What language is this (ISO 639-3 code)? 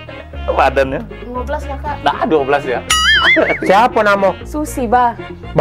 mui